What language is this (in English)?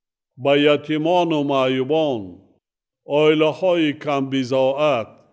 Tajik